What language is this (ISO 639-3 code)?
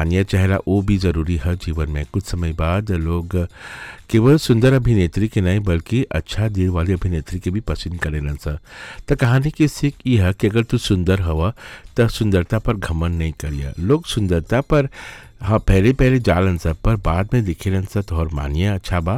bho